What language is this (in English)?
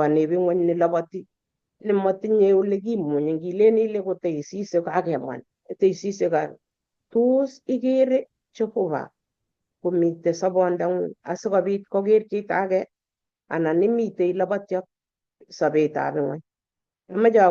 Kalenjin